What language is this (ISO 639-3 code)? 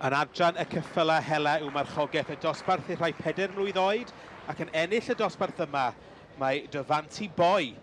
cym